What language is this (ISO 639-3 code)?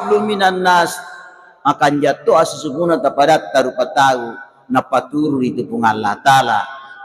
bug